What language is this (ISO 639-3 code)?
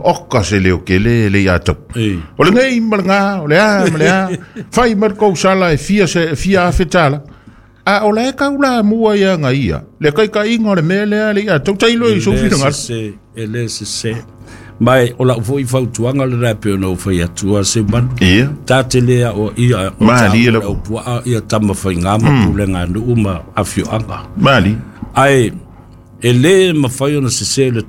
smo